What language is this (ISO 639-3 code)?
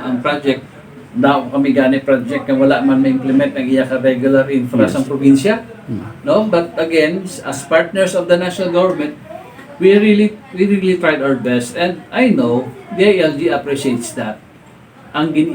hil